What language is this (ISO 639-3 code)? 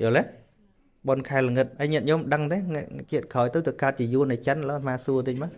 khm